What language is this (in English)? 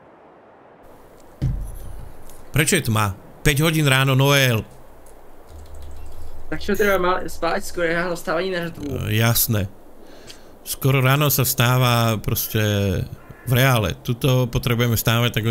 Slovak